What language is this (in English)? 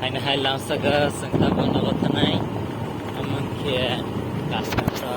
Kok Borok